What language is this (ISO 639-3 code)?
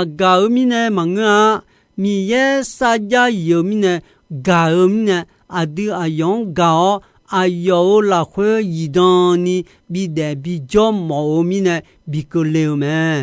ahk